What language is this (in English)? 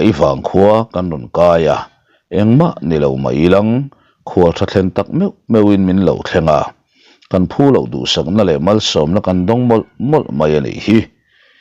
Mizo